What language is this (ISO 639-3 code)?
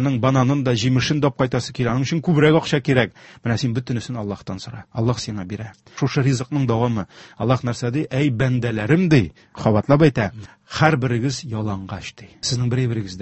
tat